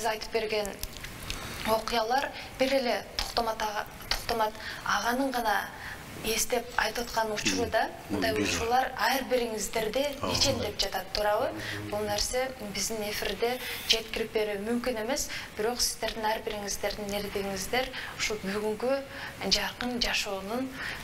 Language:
Kyrgyz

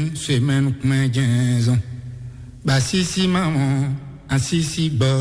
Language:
Fon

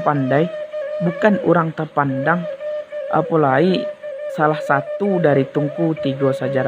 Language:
Minangkabau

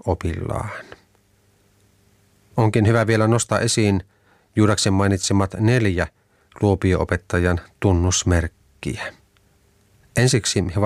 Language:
Finnish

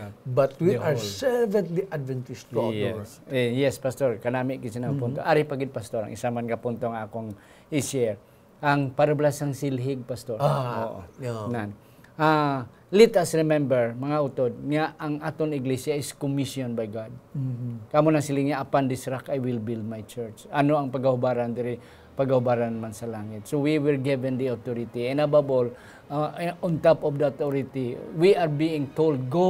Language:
Hiligaynon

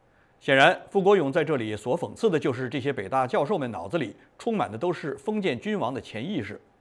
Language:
Chinese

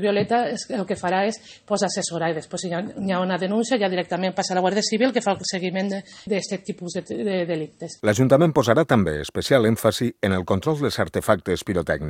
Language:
Catalan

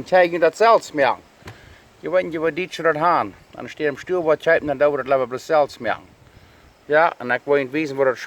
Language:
Plautdietsch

